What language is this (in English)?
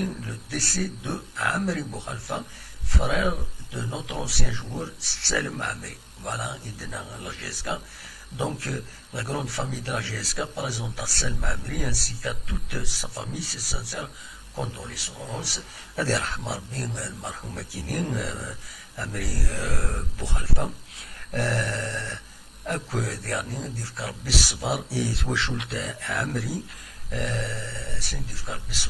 Kabyle